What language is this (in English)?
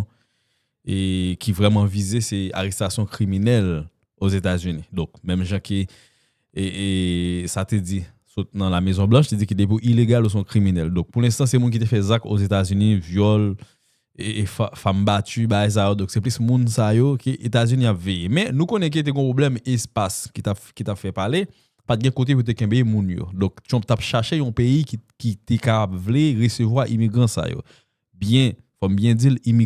Haitian Creole